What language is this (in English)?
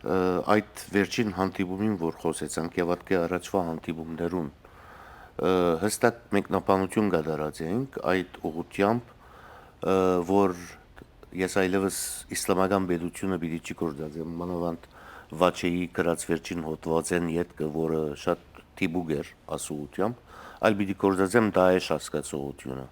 Western Armenian